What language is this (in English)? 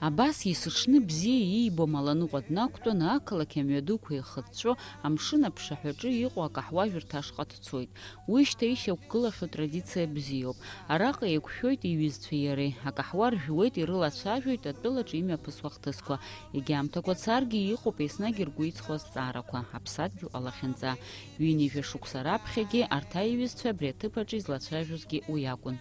Abkhazian